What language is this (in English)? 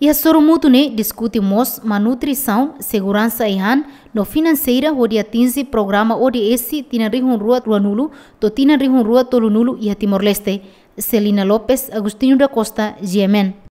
Tetum